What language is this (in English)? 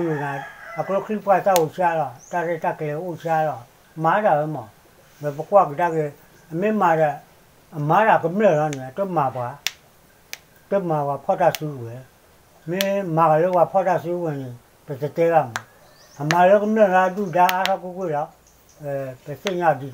S'gaw Karen